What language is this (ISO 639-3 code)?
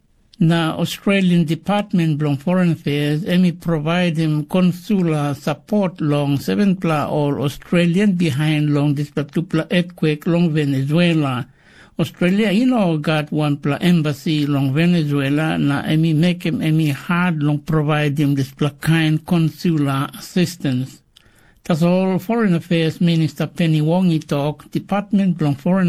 tpi